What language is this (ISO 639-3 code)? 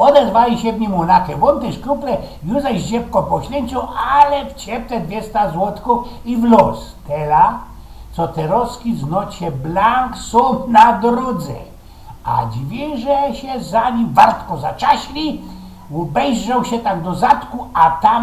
szl